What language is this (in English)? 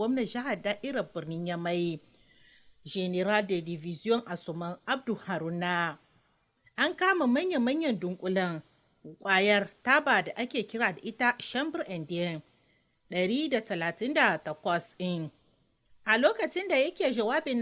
Hausa